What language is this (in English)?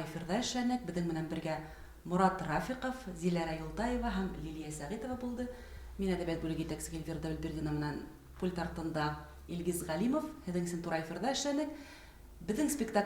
Bashkir